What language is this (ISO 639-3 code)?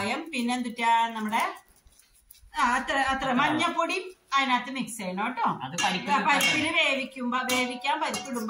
mal